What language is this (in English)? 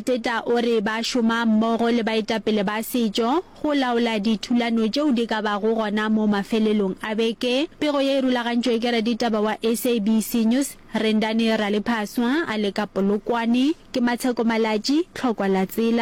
Northern Sotho